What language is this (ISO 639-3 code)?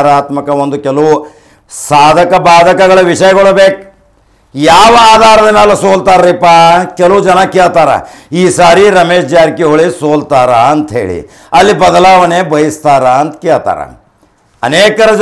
kan